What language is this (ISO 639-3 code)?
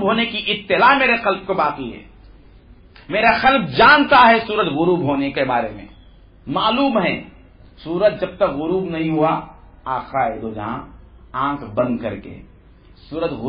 urd